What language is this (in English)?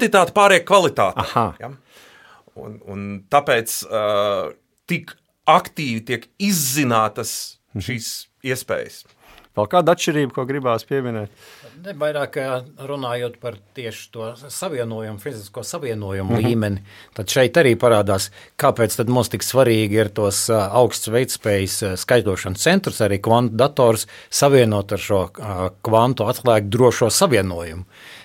Latvian